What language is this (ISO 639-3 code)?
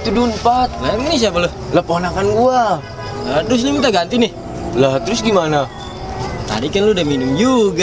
bew